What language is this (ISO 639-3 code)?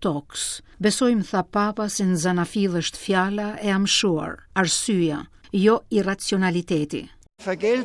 sqi